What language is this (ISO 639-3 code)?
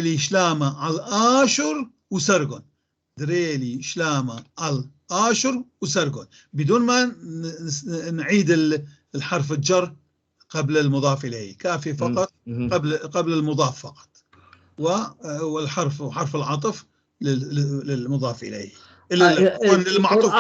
apc